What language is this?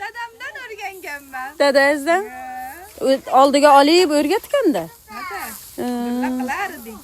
Uzbek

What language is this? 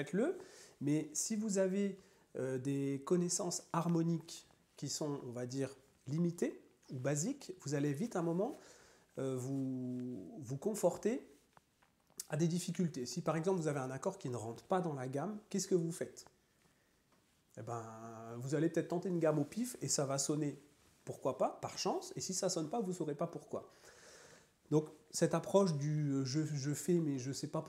French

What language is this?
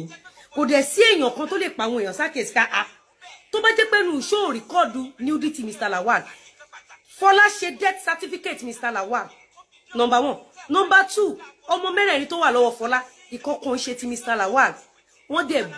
Yoruba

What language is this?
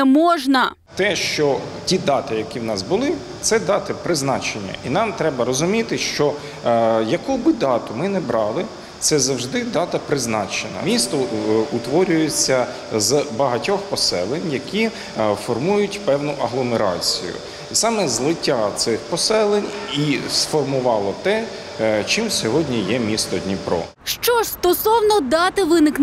Ukrainian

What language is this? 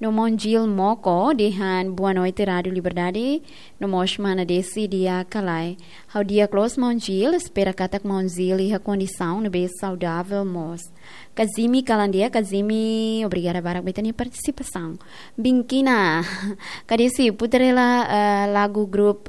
Tetum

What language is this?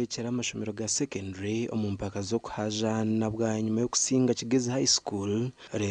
Nyankole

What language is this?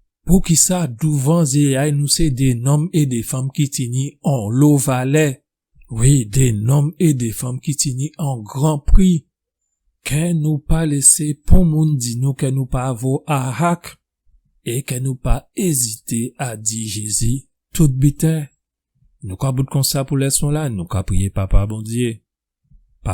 Guadeloupean Creole French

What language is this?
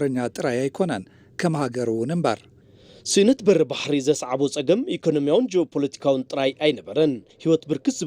Tigrinya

